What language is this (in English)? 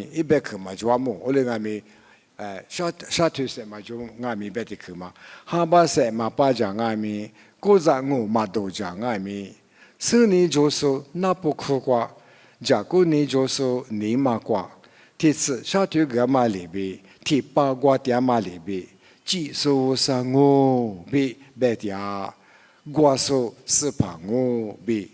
Lisu